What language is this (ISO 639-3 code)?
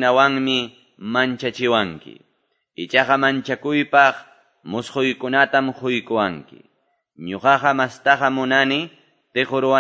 que